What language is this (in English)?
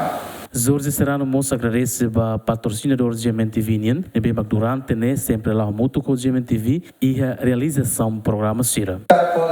Tetum